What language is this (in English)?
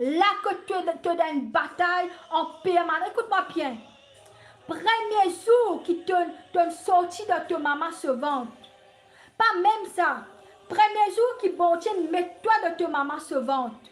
Morisyen